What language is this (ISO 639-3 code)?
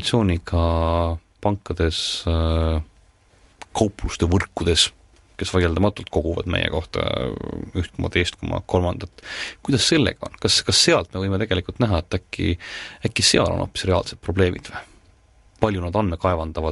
est